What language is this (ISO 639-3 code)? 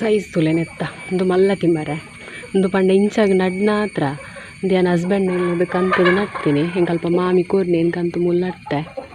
tcy